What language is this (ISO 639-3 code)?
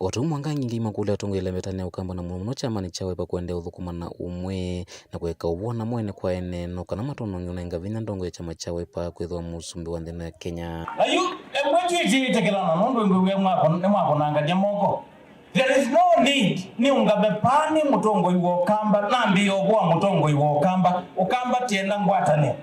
kam